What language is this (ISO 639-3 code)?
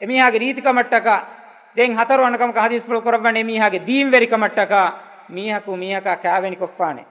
div